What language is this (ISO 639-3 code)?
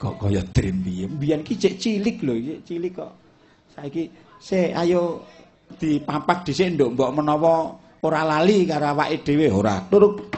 jav